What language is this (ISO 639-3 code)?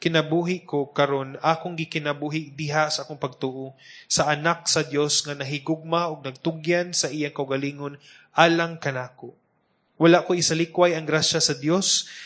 ceb